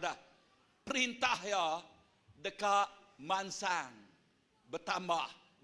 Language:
Iban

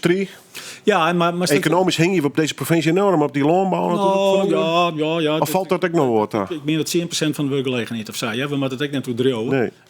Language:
Western Frisian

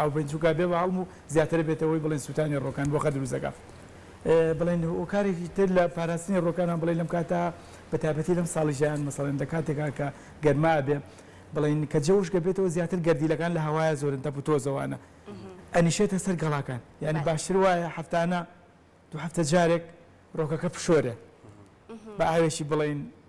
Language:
Central Kurdish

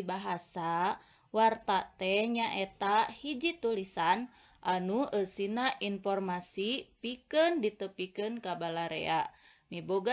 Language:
Sundanese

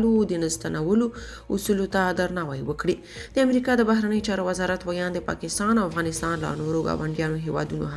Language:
Pashto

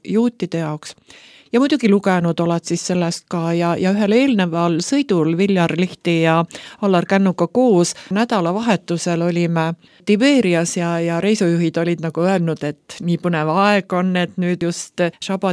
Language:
Estonian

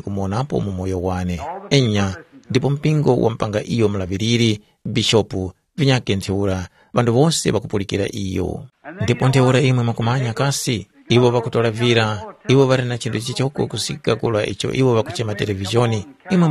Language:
Tumbuka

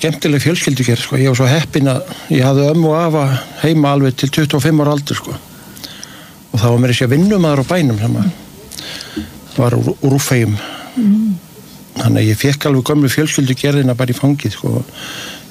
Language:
Icelandic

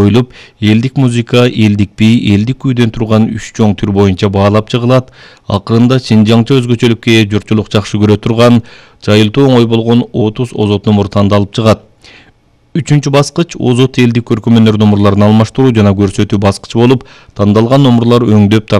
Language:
Kyrgyz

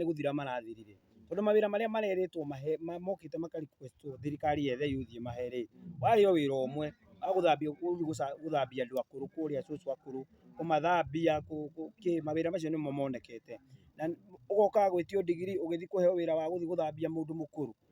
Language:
Kikuyu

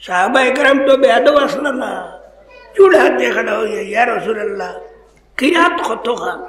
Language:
Sylheti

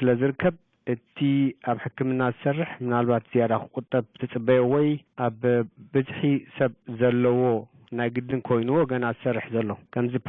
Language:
Tigrinya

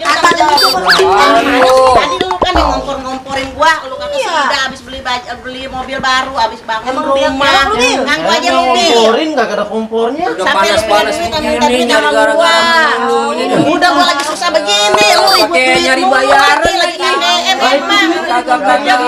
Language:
Betawi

